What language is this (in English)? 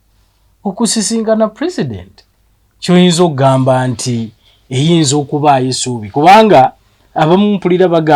Ganda